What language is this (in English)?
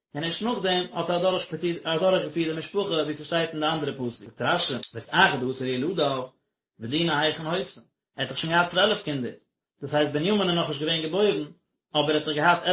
Yiddish